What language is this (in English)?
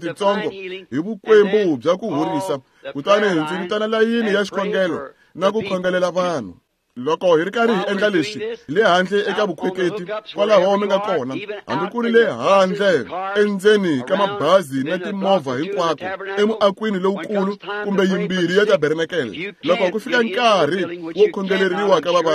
Tsonga